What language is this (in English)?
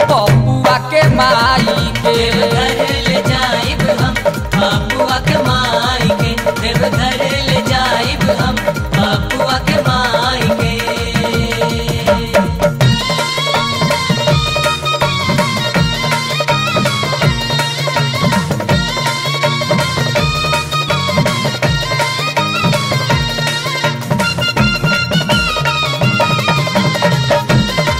Bhojpuri